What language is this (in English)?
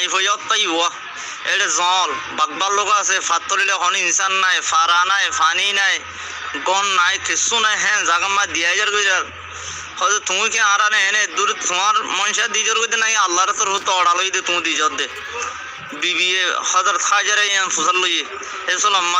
Rohingya